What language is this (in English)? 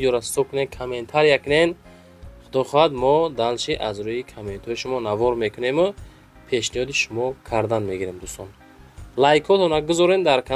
Tajik